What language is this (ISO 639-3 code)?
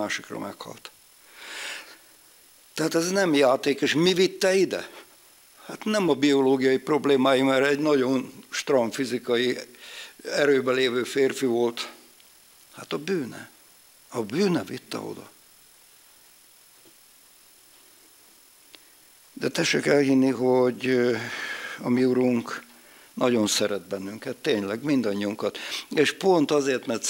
hun